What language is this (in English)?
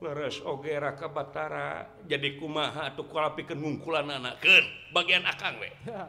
Sundanese